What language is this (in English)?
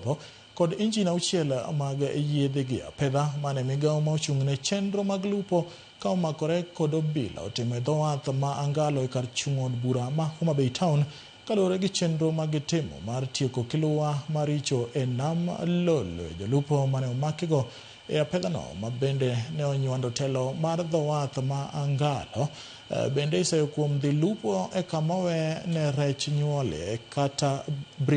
Luo (Kenya and Tanzania)